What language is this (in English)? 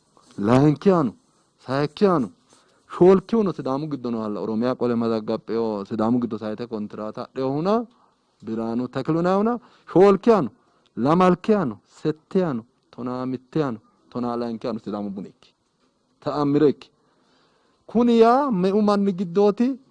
Sidamo